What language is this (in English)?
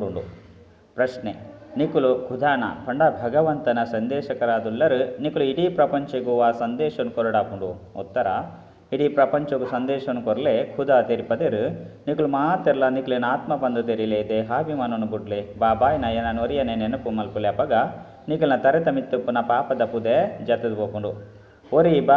Tulu